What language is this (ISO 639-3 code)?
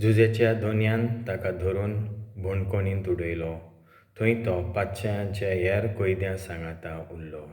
kok